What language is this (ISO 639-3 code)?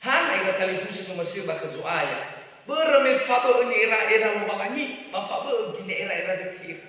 nia